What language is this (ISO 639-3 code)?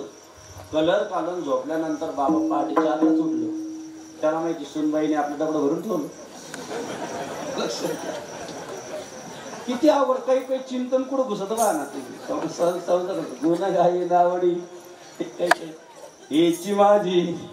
mar